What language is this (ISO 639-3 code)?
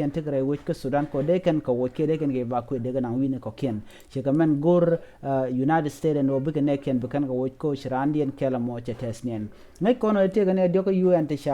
nus